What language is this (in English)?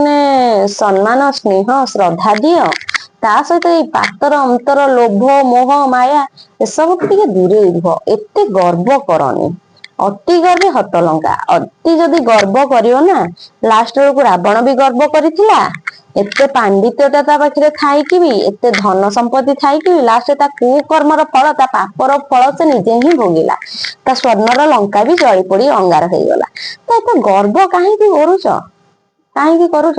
Odia